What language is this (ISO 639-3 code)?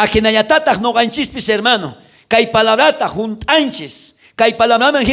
quh